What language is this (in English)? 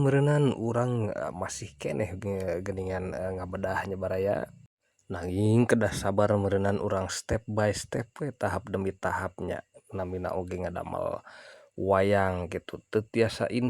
Sundanese